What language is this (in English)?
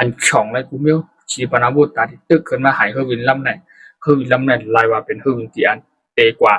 Shan